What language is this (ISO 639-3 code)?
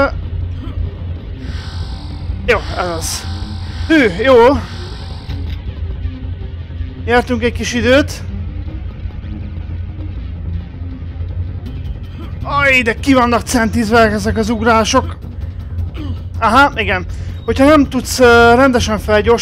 hun